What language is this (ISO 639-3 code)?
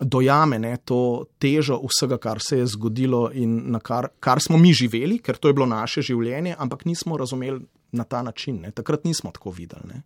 slv